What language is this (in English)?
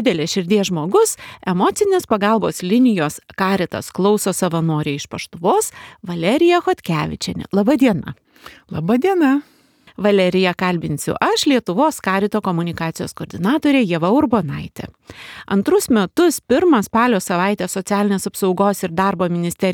Lithuanian